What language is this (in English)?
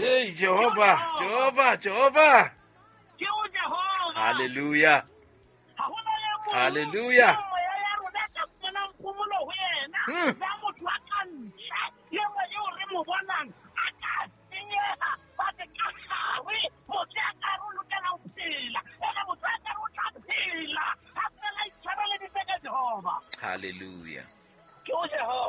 Southern Sotho